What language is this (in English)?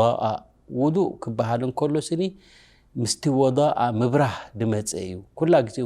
Tigrinya